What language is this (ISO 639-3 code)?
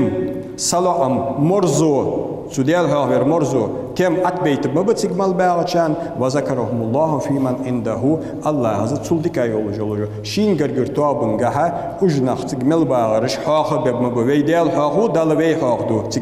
inh